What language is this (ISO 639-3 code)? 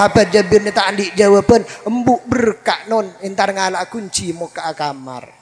mad